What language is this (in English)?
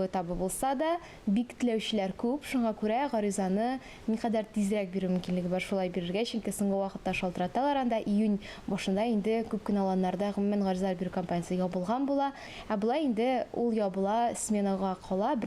Tatar